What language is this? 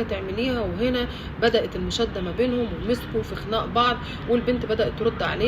Egyptian Arabic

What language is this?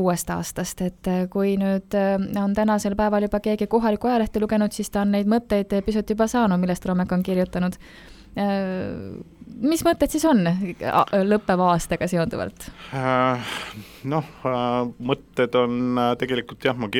Estonian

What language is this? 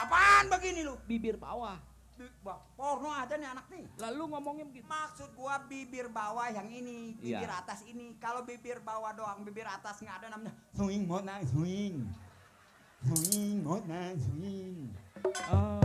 Betawi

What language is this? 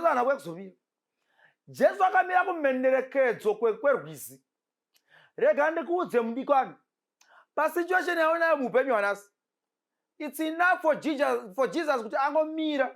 Shona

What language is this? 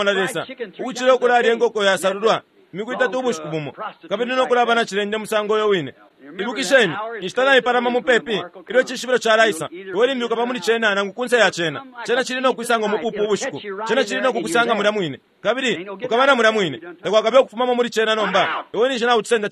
Bemba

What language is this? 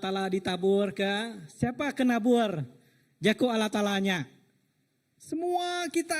Iban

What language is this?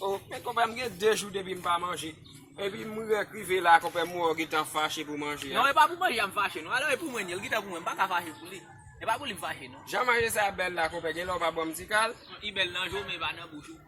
Haitian Creole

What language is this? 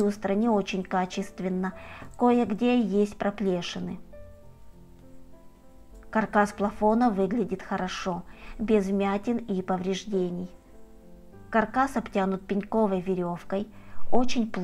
Russian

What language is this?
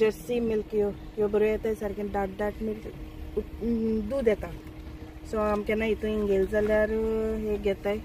Konkani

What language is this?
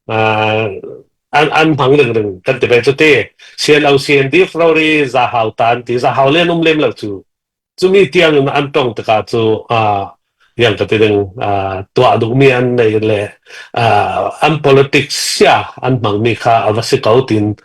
Falam Chin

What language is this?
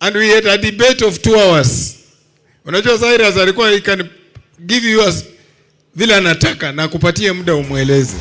Kamba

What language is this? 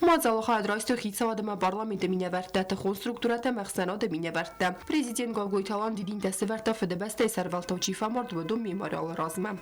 Ossetic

